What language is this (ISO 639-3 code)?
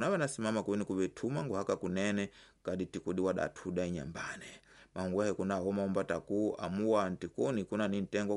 tso